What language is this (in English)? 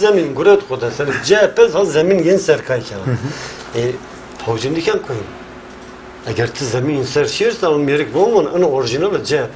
Zaza